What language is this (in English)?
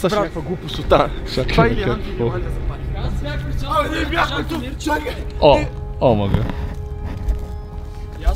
Bulgarian